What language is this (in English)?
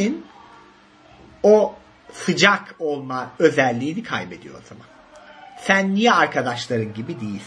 Turkish